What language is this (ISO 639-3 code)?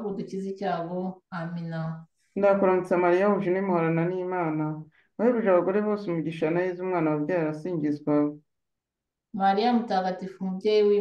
kin